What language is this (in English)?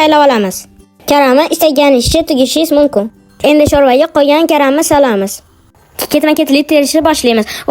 Uzbek